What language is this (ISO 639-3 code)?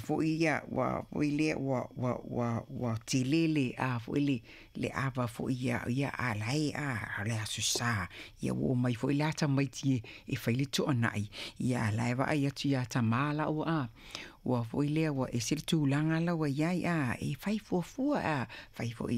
smo